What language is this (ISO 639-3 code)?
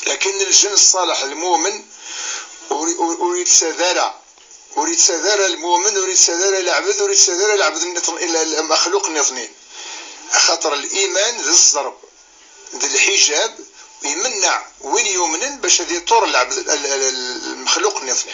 kab